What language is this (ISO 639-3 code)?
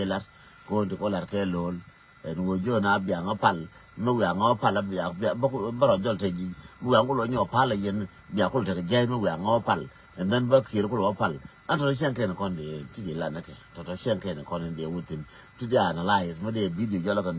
nus